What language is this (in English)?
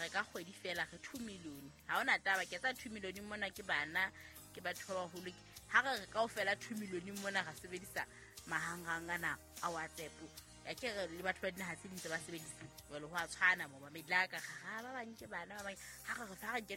Southern Sotho